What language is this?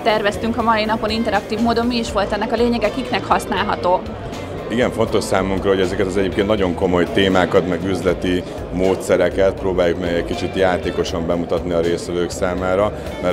Hungarian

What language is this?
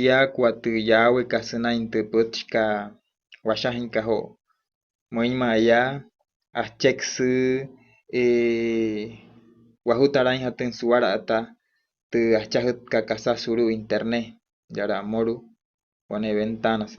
Wayuu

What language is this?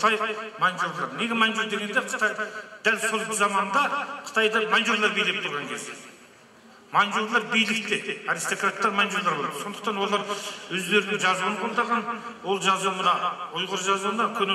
Kazakh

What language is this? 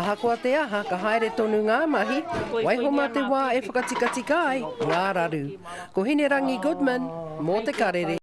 Māori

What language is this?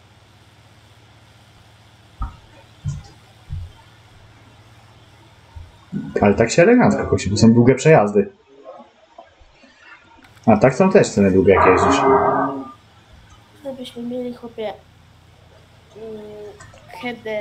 Polish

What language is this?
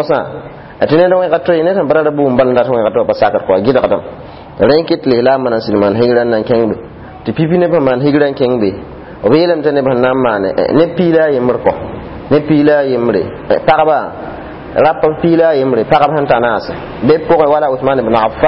Mossi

